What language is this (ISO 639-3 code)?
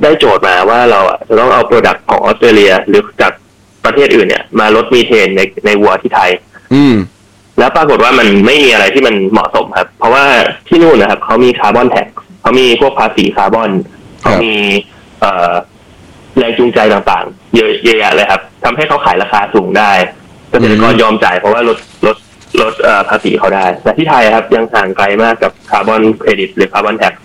tha